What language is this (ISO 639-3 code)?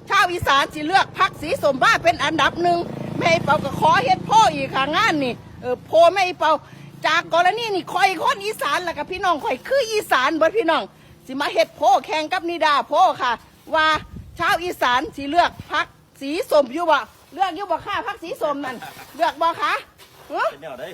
tts